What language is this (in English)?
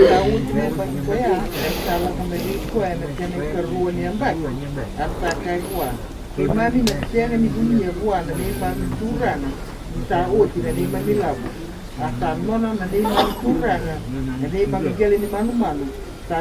Fijian